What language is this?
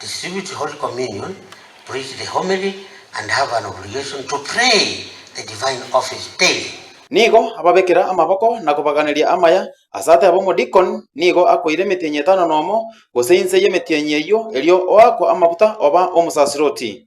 Gusii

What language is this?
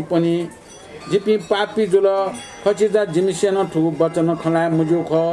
Newari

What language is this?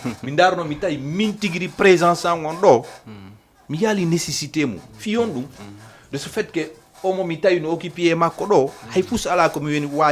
Fula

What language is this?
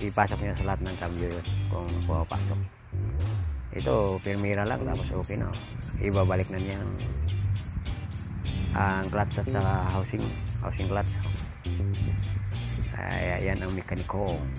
Filipino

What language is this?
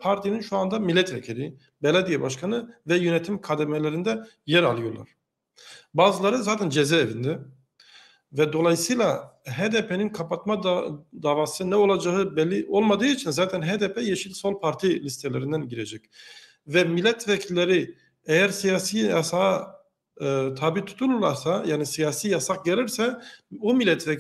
Turkish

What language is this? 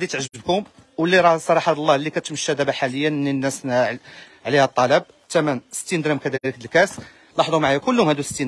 Moroccan Arabic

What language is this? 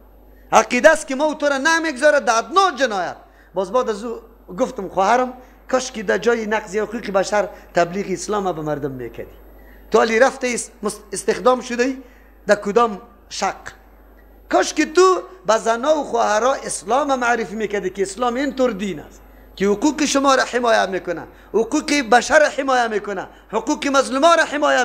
Persian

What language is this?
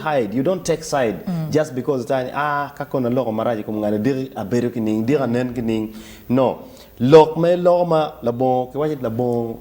Acoli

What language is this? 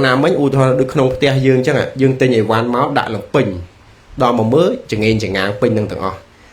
Khmer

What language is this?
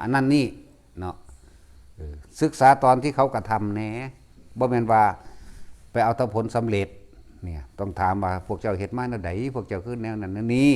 Lao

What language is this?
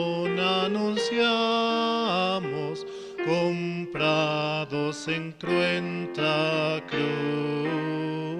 Aymara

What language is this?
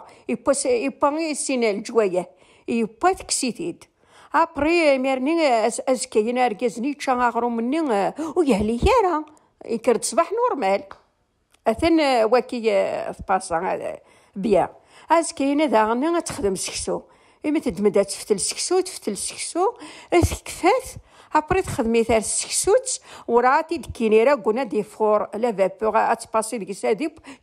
Kabyle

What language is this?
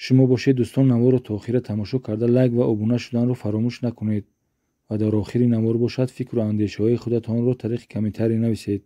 Tajik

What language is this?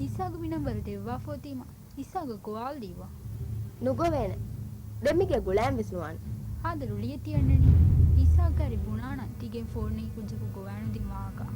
Divehi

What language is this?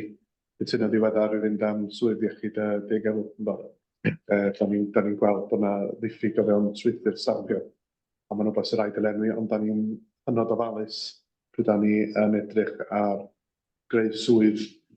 Welsh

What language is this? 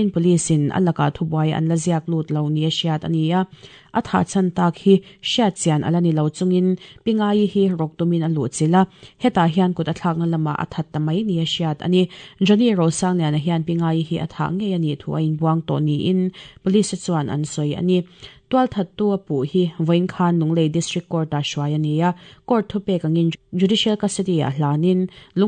Mizo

